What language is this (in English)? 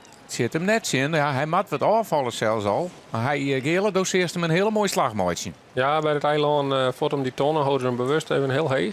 Western Frisian